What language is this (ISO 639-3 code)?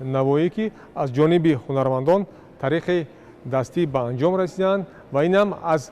tgk